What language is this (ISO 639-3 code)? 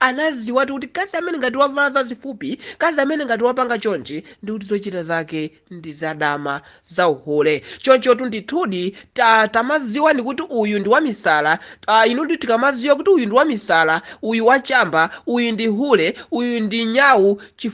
nya